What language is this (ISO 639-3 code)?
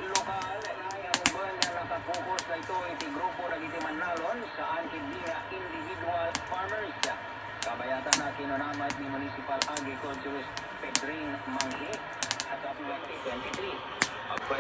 ilo